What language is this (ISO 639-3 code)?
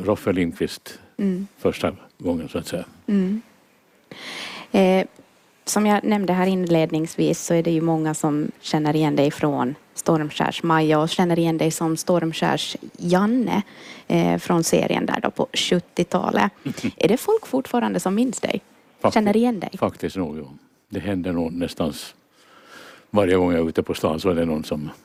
swe